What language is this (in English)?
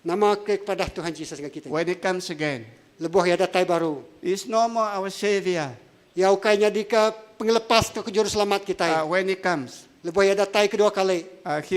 Iban